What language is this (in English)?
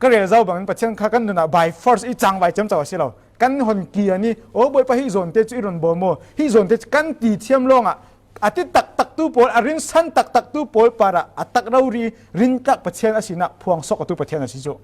Falam Chin